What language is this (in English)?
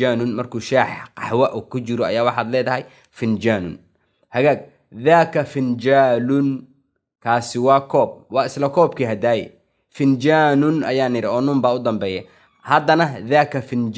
Somali